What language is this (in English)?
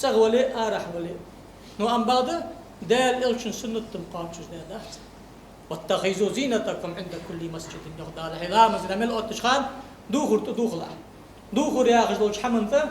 Ingush